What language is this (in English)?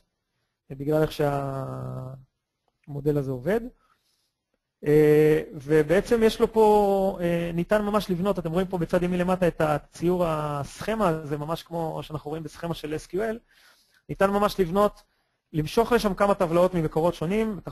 Hebrew